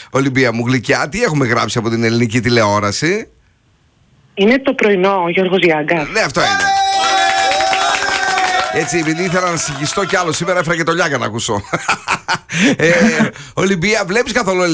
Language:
Greek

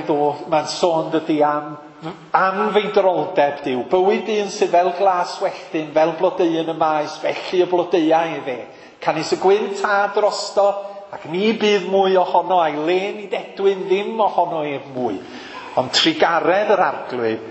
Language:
Welsh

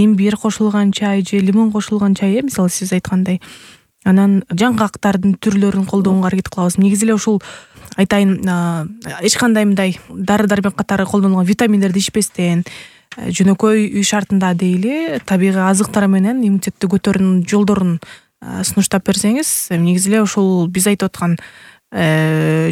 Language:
Kyrgyz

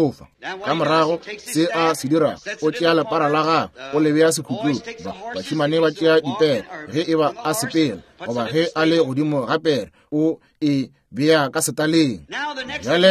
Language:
Northern Sotho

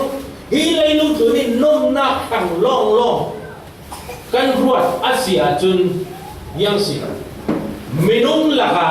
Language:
Falam Chin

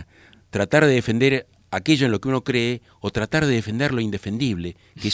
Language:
Spanish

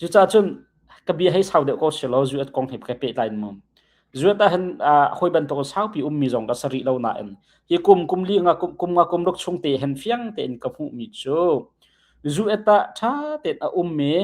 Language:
Hakha Chin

